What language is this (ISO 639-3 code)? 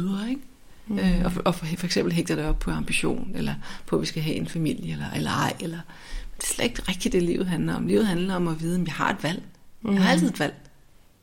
dan